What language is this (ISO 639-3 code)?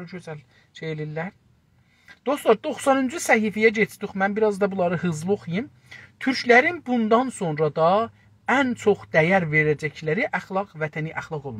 azb